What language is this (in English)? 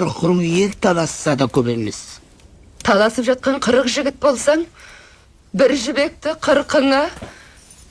Kazakh